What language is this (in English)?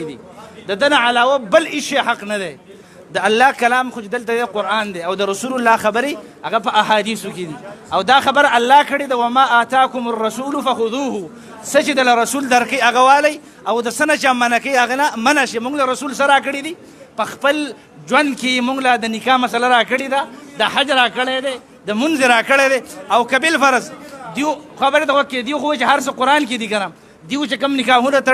Pashto